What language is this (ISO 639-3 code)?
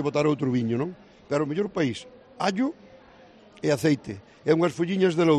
glg